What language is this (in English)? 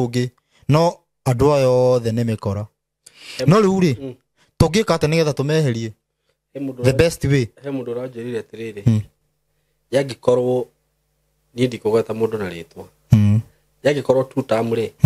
Kikuyu